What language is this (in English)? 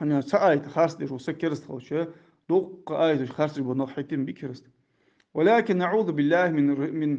Ingush